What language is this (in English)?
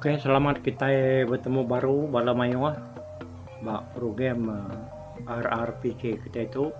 Iban